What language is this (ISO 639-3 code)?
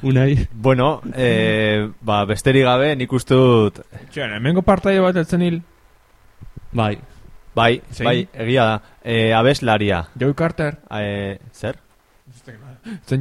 eus